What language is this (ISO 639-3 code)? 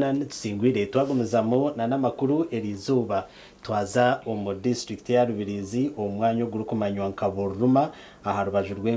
nyn